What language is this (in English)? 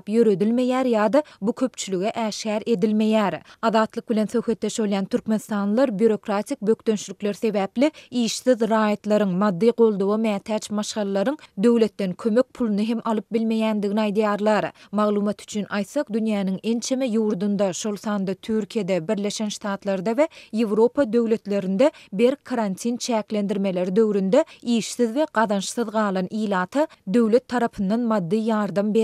Turkmen